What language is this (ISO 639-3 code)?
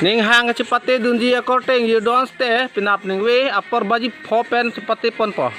mjw